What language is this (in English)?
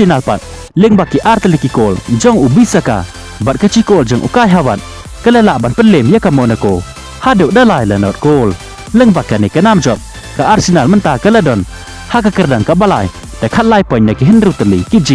Khasi